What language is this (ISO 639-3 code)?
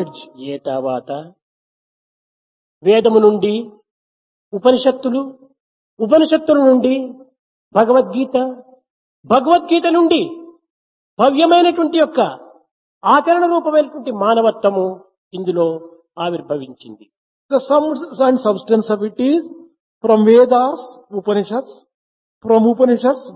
tel